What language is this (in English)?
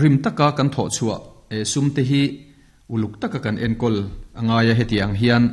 Mizo